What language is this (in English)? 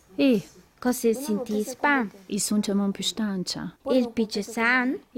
Ladin